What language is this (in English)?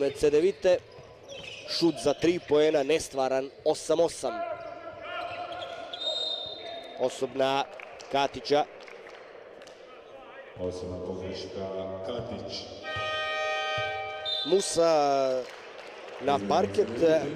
Croatian